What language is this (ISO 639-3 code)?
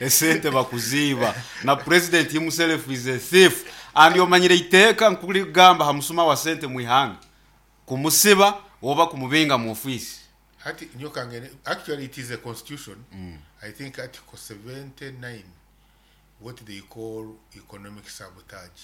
nyn